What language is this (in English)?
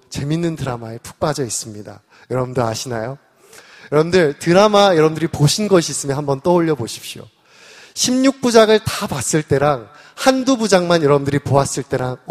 Korean